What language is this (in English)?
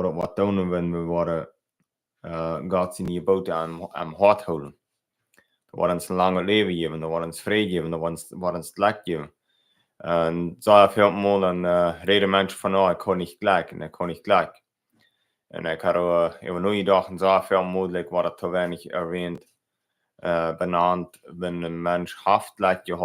Plautdietsch